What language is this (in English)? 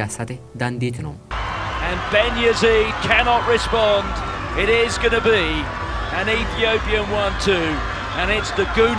Sidamo